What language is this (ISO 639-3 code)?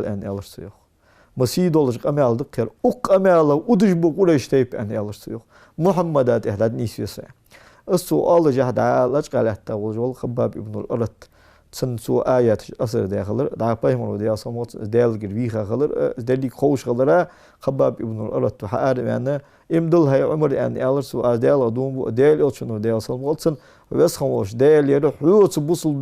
inh